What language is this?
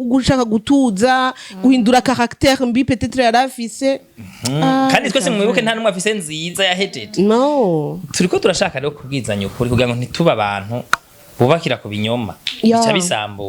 Rundi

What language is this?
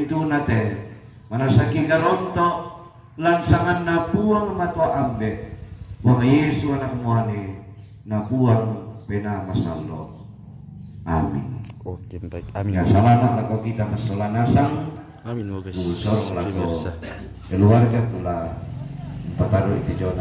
Toraja-Sa'dan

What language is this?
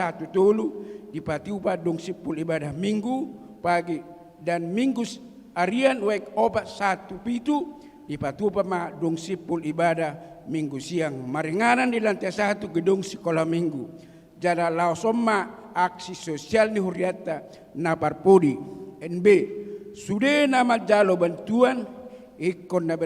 Batak Toba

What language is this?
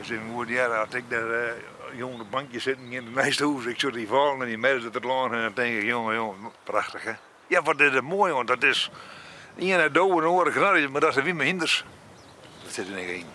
Western Frisian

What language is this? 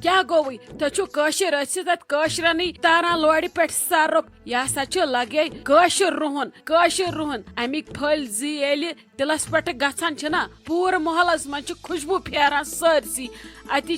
Kashmiri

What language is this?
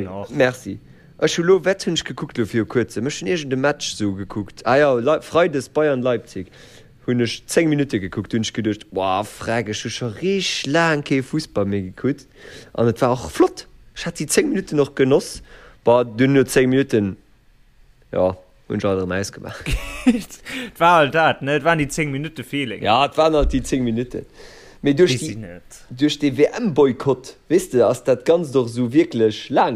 Luxembourgish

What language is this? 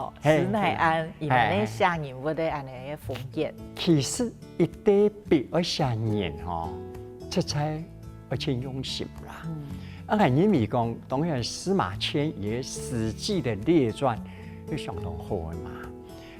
Hakka Chinese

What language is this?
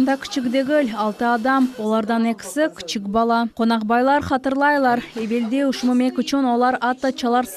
Crimean Tatar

